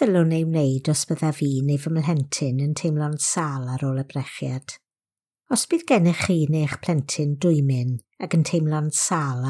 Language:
Welsh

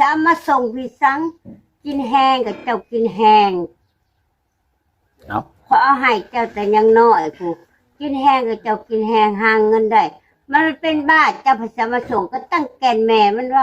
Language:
Lao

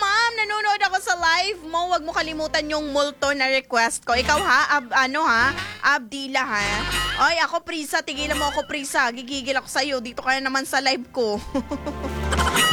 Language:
Filipino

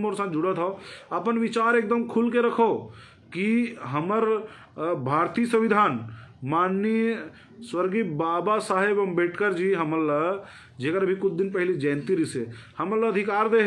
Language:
Chhattisgarhi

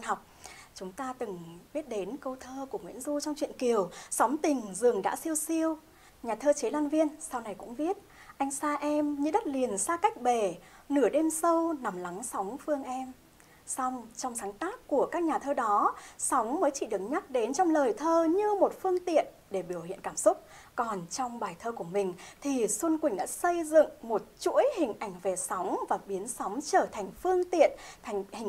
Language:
Vietnamese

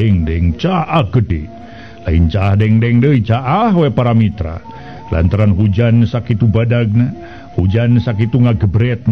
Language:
Sundanese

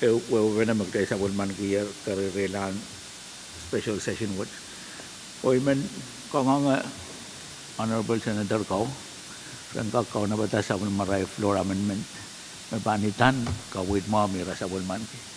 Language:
Pohnpeian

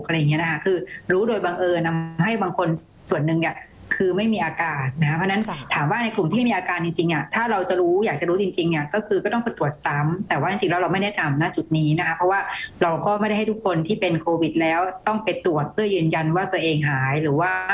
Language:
Thai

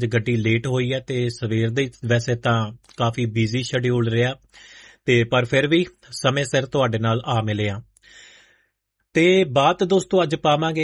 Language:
Punjabi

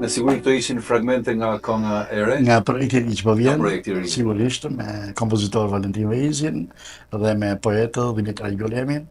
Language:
Albanian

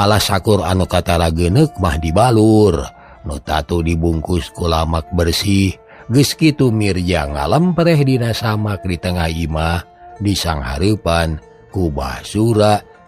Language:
Sundanese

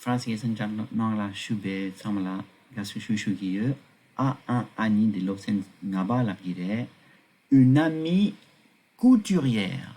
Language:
Tibetan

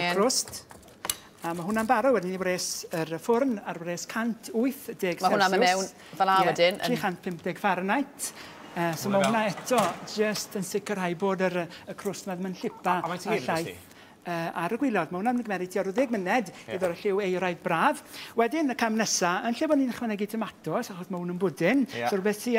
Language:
Welsh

